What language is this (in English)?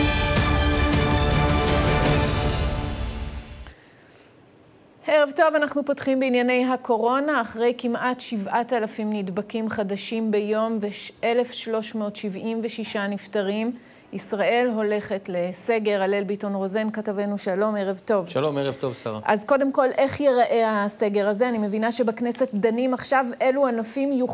Hebrew